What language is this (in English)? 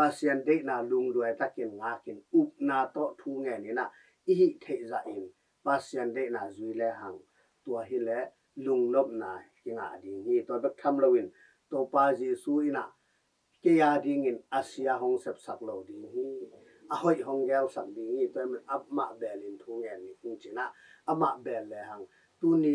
Tedim Chin